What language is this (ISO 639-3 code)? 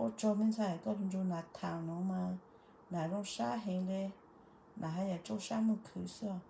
hmn